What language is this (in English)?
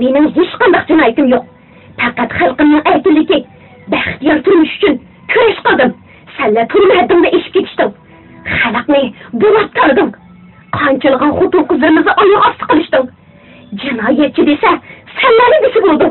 Uyghur